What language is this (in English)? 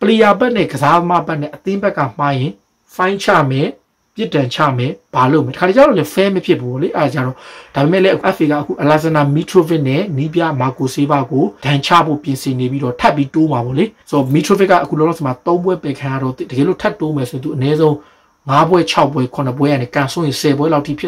Burmese